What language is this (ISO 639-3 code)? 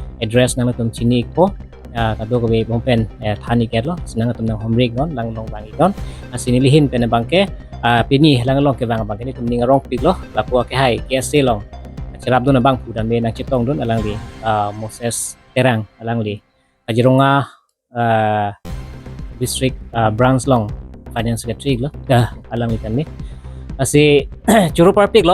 mjw